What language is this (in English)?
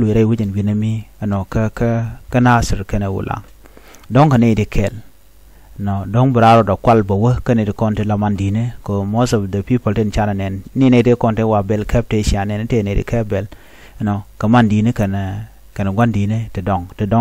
Nuer